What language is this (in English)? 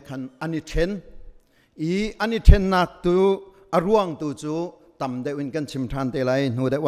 Hakha Chin